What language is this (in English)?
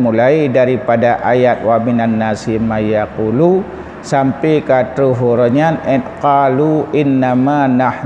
Achinese